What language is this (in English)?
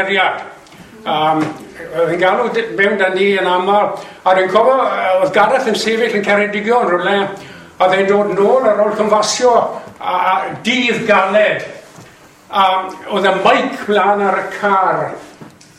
Welsh